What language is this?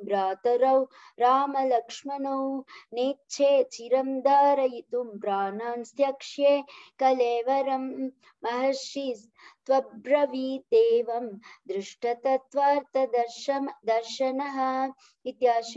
Sanskrit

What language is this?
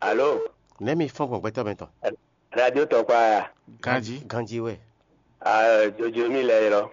Fon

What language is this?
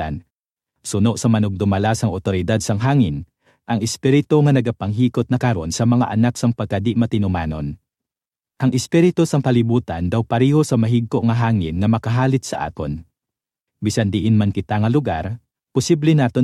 Hiligaynon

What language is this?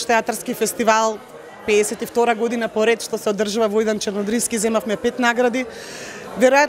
Macedonian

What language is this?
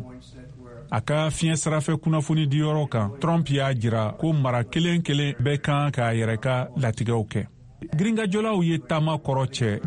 Bambara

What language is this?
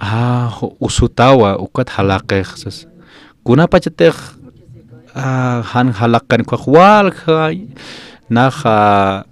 Aymara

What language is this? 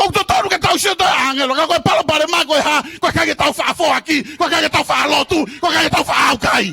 Tongan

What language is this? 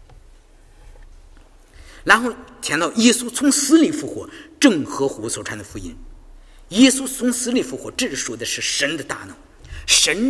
Chinese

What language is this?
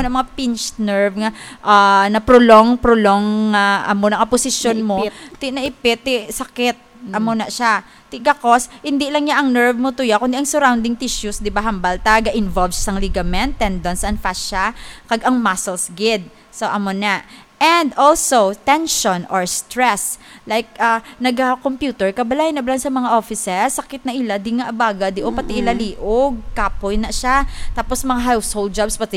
Hiligaynon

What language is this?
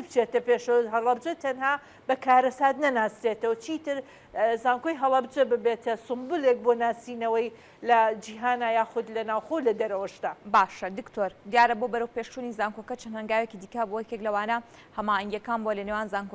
Central Kurdish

